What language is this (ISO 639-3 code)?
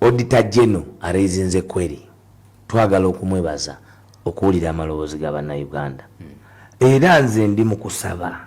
lug